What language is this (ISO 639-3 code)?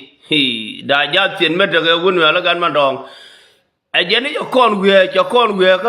nus